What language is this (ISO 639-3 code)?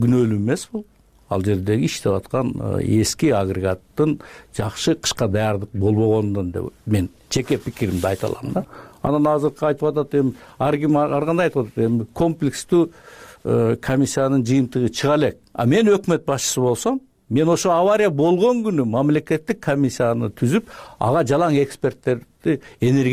kir